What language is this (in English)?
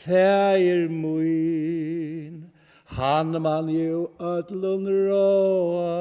Faroese